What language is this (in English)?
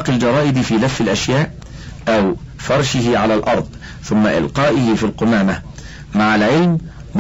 Arabic